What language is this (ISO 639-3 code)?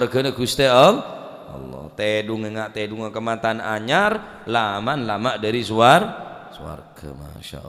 mad